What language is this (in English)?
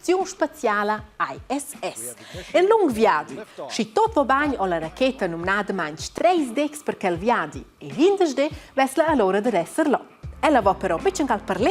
Romansh